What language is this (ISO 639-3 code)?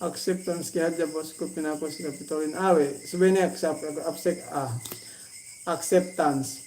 yka